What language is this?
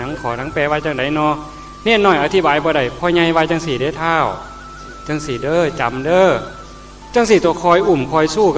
Northeastern Thai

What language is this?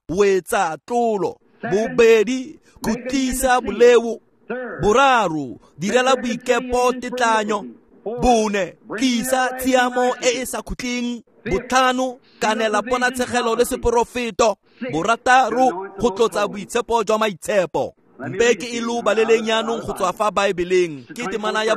Tswana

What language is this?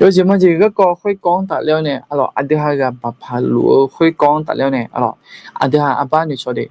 Akha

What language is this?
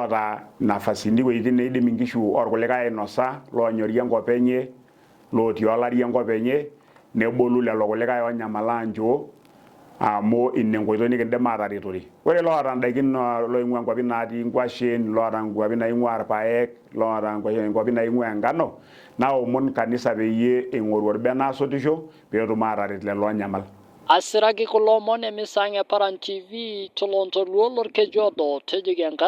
Masai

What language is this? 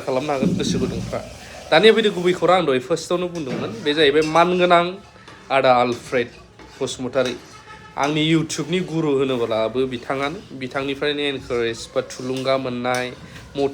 Bodo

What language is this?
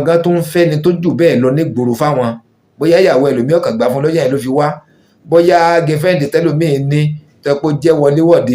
Yoruba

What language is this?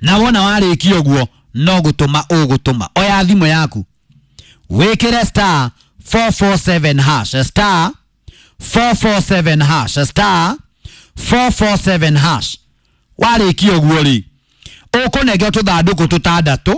Kikuyu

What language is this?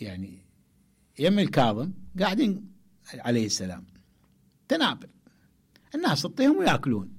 Mesopotamian Arabic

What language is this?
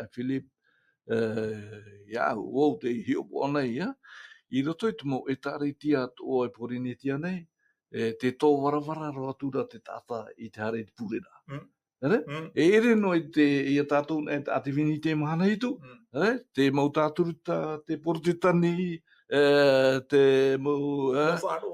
Tahitian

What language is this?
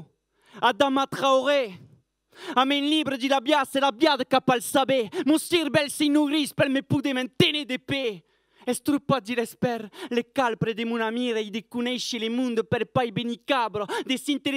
Occitan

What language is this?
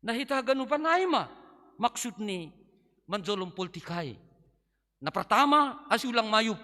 Batak Simalungun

